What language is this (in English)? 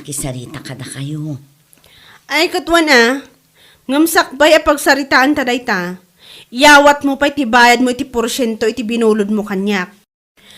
Iloko